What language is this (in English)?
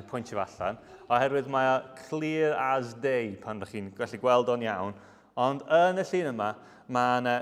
Welsh